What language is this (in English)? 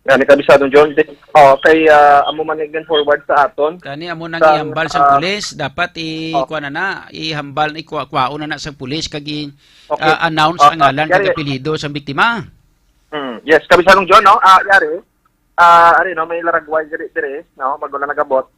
Hiligaynon